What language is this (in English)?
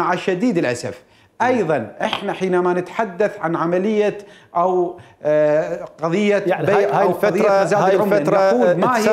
Mesopotamian Arabic